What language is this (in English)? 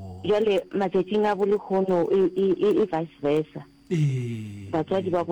Northern Sotho